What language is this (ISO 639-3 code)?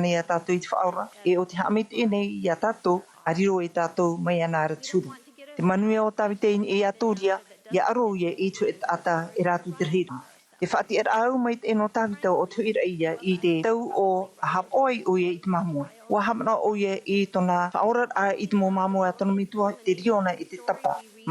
tah